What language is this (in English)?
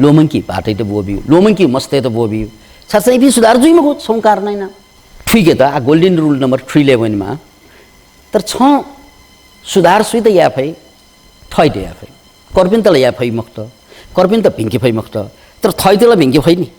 Newari